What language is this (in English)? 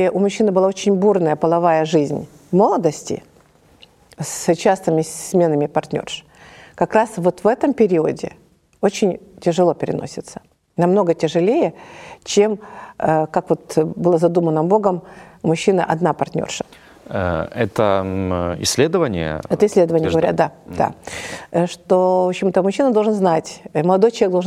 Russian